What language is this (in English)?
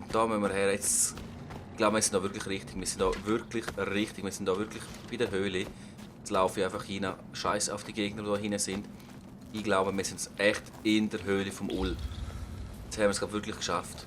Swiss German